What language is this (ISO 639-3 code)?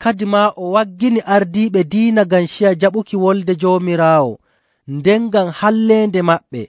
fuv